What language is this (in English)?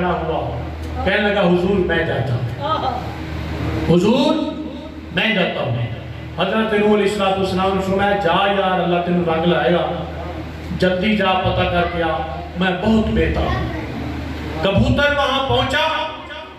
Urdu